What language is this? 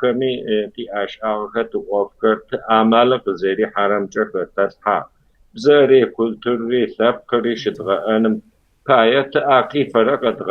Kabardian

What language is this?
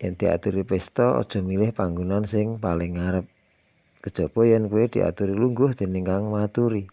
Javanese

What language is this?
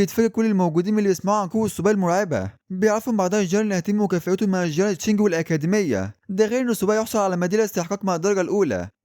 Egyptian Arabic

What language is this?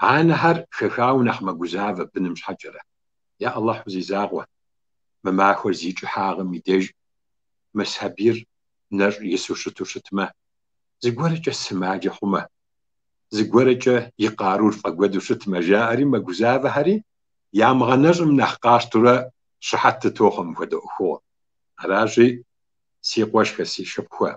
Kabardian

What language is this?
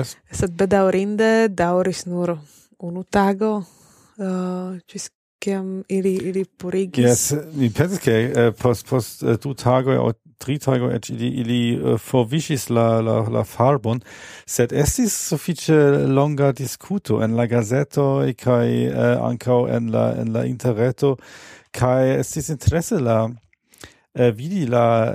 Esperanto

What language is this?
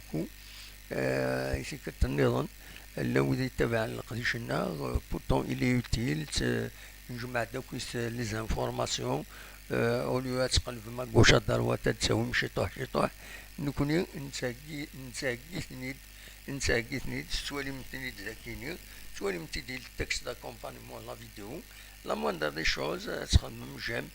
Kabyle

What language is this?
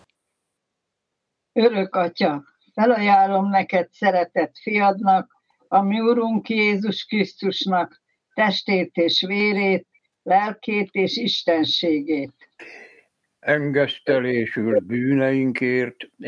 Hungarian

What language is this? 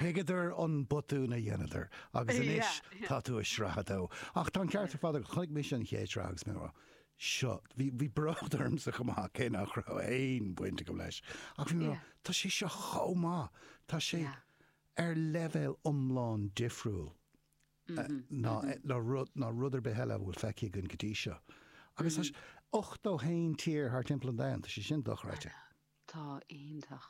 Irish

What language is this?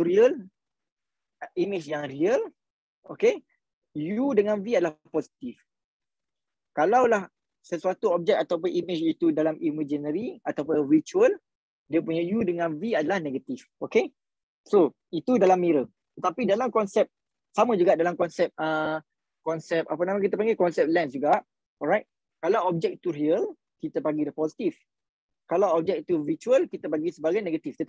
Malay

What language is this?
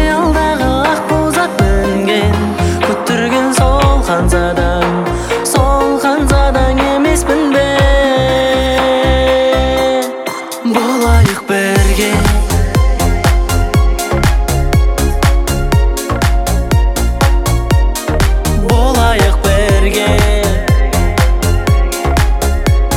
Kazakh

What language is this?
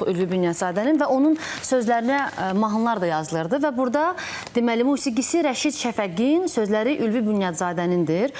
Azerbaijani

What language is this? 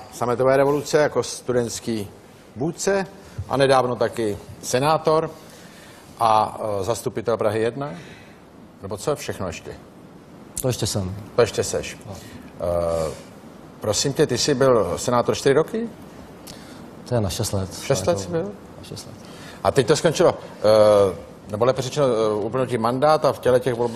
Czech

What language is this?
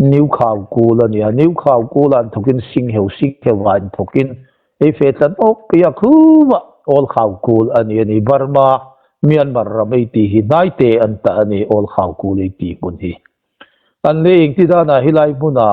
Hmar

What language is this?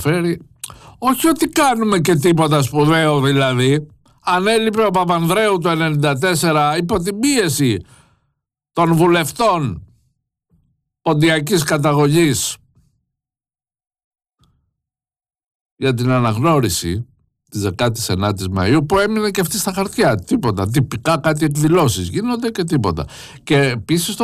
Greek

